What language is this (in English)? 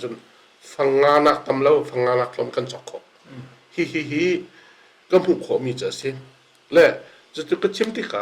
Hakha Chin